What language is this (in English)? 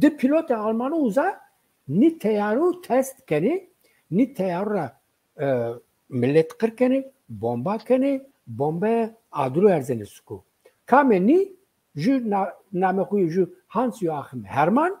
Zaza